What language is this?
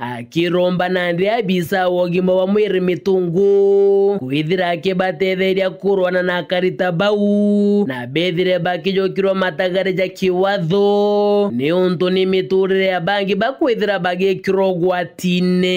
Meru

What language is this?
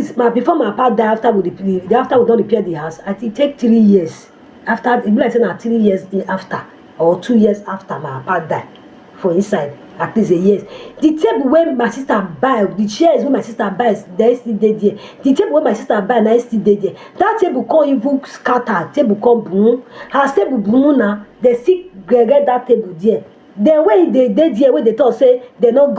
Nigerian Pidgin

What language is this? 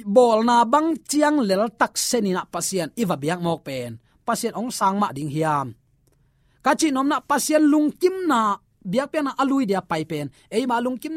Tedim Chin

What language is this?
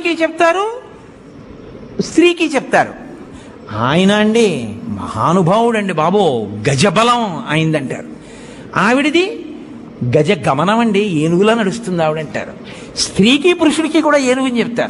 Telugu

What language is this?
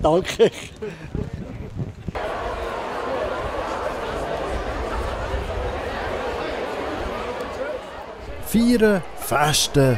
German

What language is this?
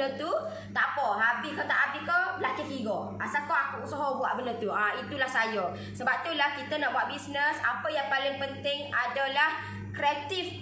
Malay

